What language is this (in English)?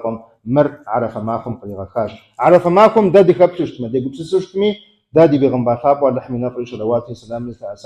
Kabardian